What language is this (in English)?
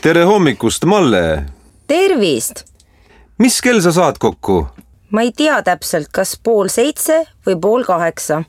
Estonian